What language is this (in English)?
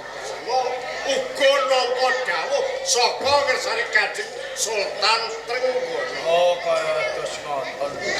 Javanese